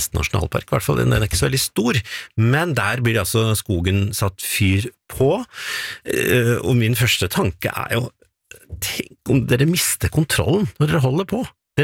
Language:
Norwegian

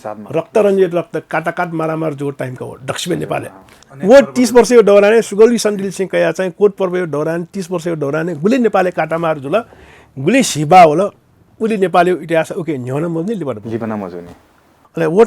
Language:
Newari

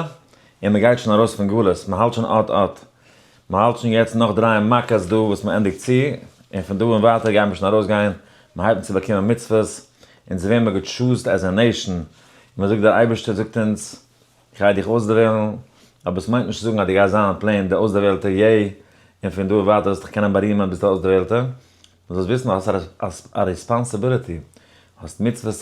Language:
Yiddish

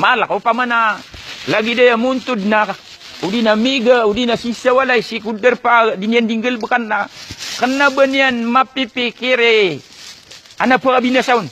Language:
Maranao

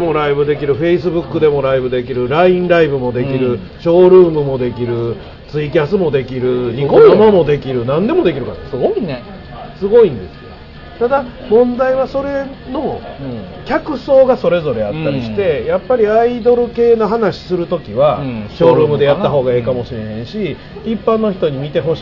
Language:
Japanese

